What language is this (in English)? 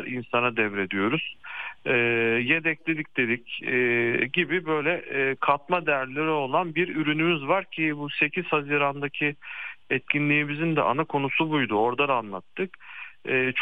Turkish